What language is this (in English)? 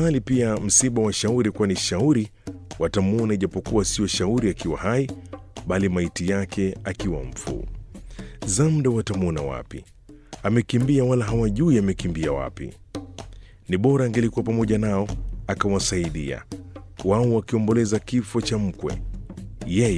Swahili